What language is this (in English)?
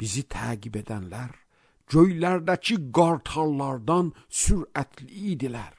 Azerbaijani